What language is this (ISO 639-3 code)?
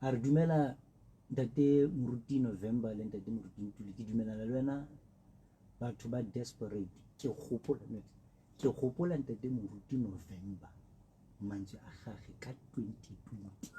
sot